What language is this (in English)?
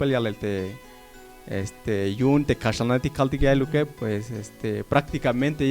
Tzeltal